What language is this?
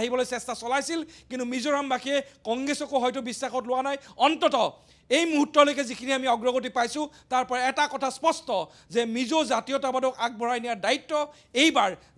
Assamese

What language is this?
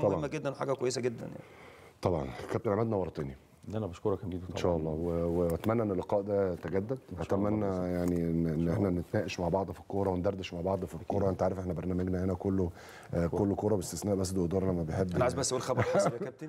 Egyptian Arabic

